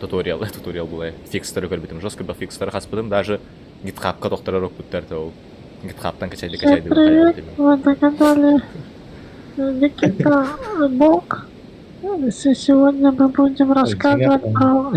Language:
Yakut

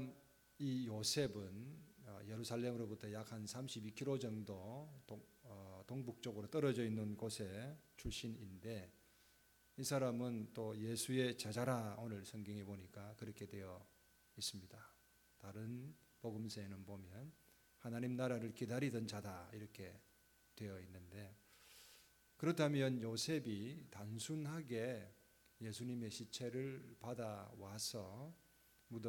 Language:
Korean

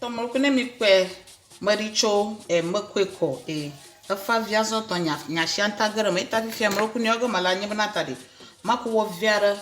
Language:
Ewe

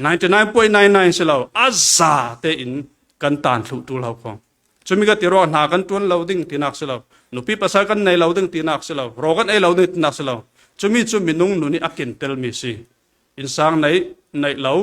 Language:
Falam Chin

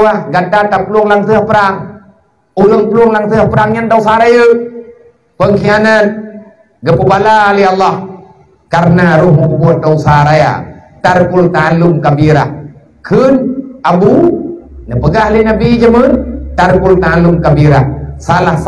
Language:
Achinese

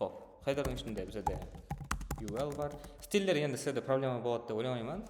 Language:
Kara-Kalpak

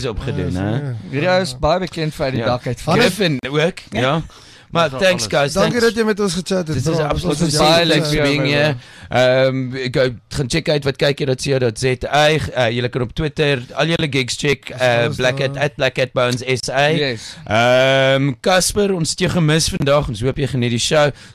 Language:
Afrikaans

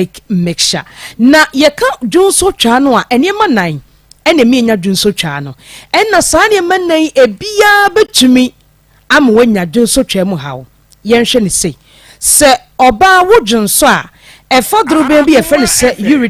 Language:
Akan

